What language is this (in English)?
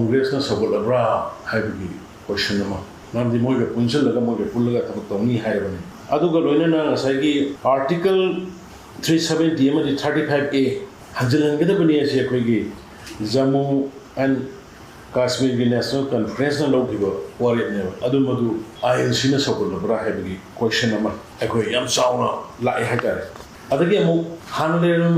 Manipuri